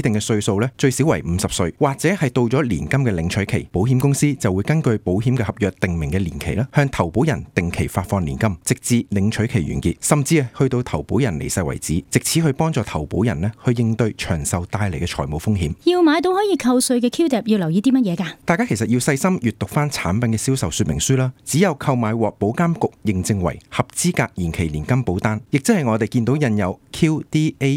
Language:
Cantonese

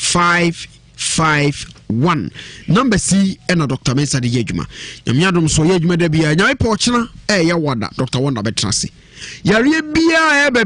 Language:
Akan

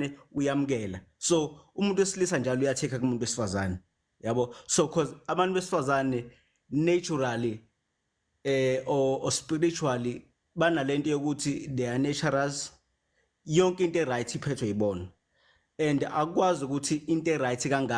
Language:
Zulu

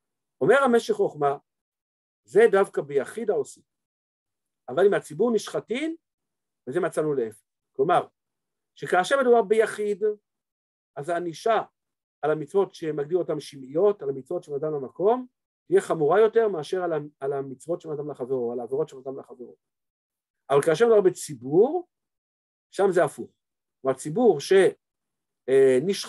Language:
Hebrew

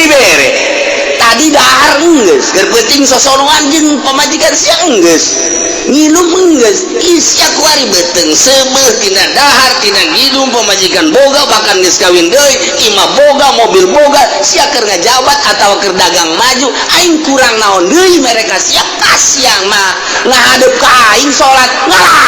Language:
Sundanese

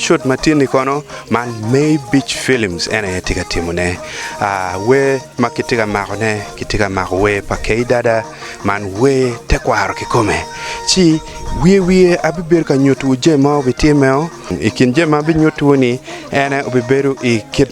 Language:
Acoli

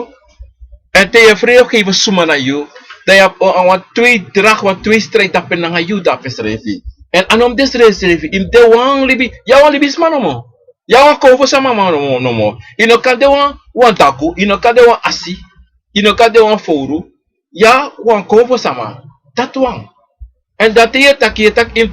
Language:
Sranan Tongo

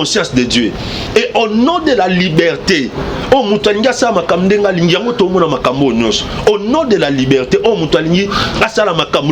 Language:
Lingala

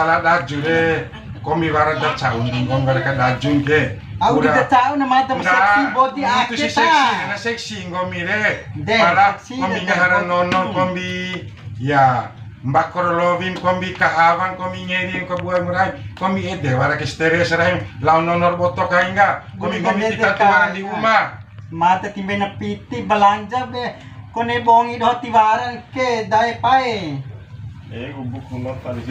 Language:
Bima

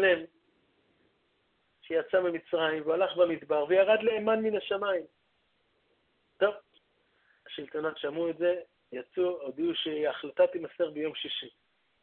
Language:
Hebrew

